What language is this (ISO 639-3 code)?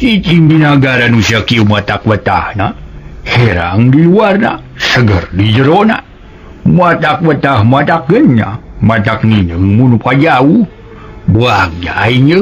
sun